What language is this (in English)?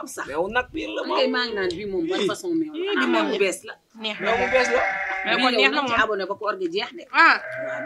Wolof